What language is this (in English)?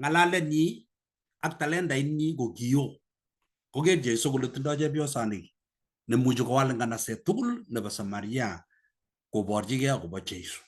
Kalenjin